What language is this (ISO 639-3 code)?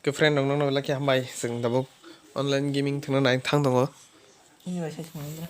trp